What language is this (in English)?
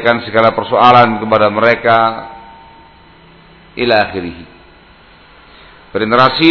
Indonesian